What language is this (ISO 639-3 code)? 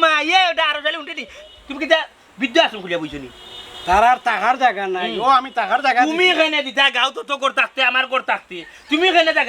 syl